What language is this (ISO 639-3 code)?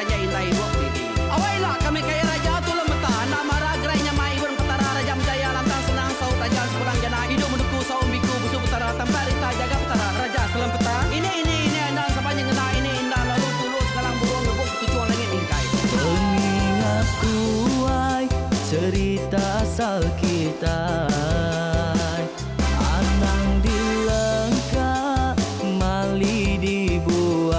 iba